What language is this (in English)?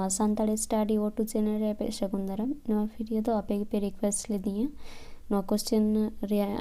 Santali